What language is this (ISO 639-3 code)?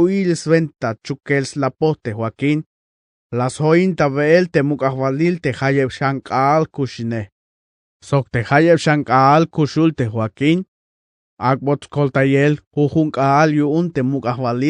tzh